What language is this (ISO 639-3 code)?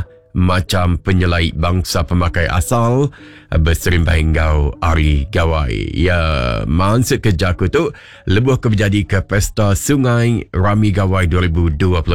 iba